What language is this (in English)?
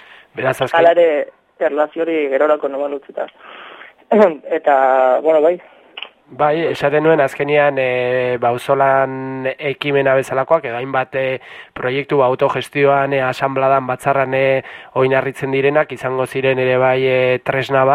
Basque